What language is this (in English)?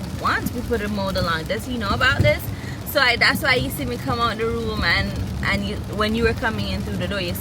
Jamaican Creole English